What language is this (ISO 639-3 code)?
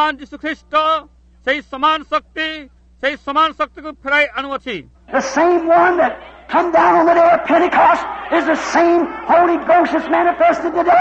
ori